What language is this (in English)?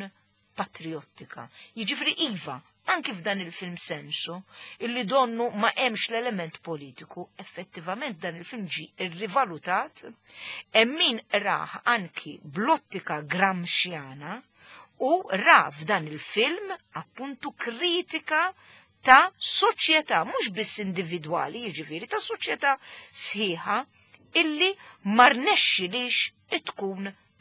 Maltese